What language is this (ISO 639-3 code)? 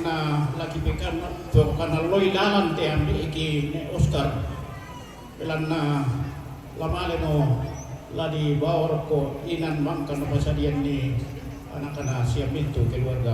sda